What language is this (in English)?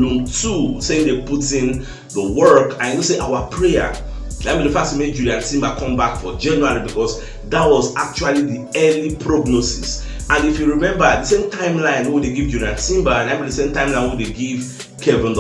Nigerian Pidgin